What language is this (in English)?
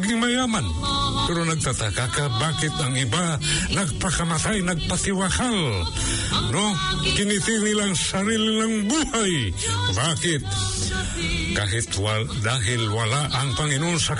Filipino